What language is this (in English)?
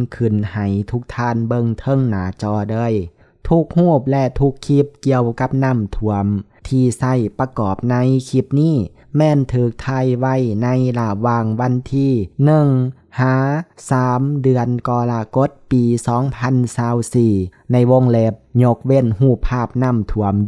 Lao